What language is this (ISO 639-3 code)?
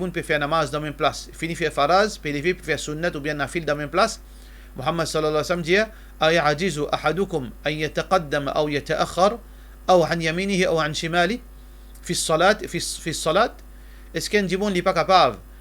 mfe